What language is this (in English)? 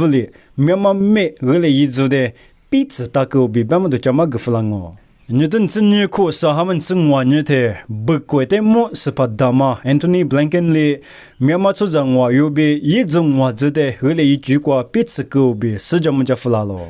Lisu